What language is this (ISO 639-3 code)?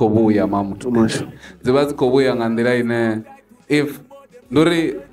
ven